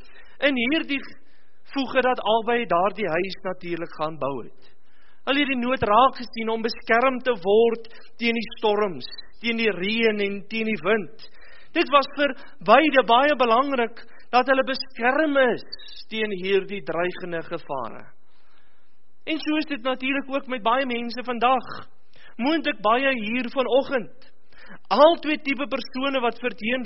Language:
Afrikaans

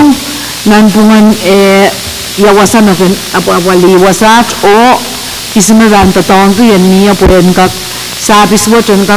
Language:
Pohnpeian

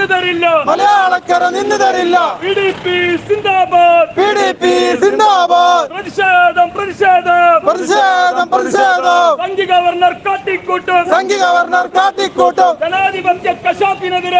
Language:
Malayalam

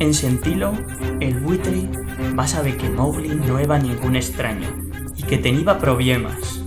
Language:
Aragonese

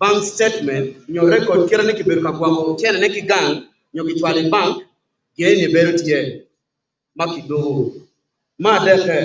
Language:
Acoli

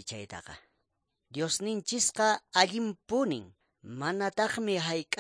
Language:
Quechua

